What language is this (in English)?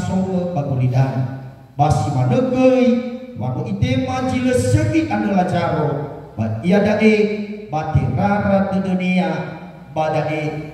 Nias